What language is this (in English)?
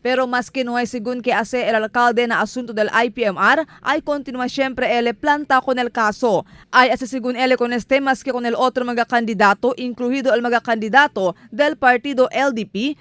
Chavacano